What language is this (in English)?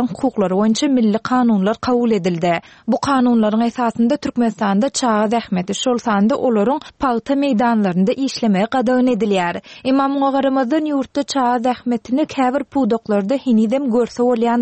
Turkmen